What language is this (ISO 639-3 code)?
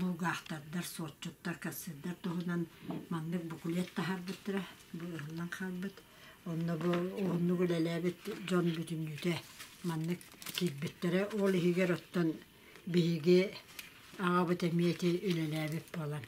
sah